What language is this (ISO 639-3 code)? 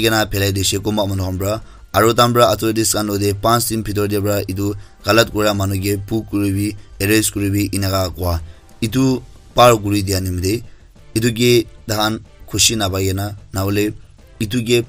nag